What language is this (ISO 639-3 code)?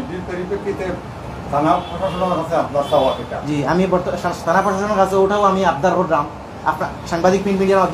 syl